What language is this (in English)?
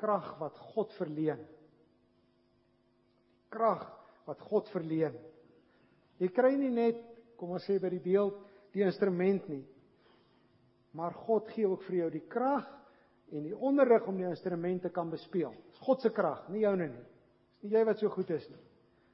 Afrikaans